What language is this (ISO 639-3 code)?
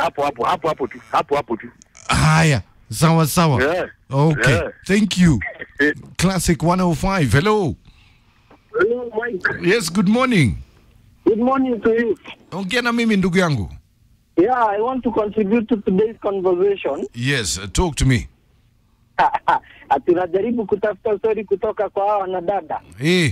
swa